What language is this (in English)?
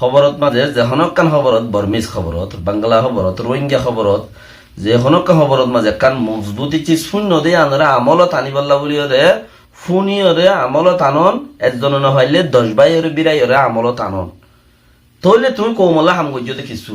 Rohingya